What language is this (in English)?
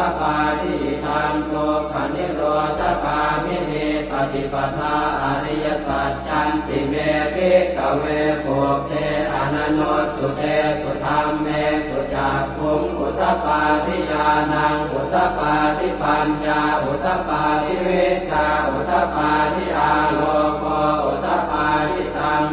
Pali